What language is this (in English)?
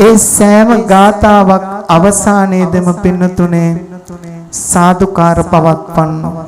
Sinhala